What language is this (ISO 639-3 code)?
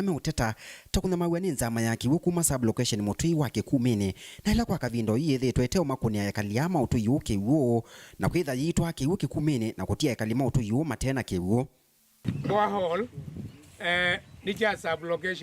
kam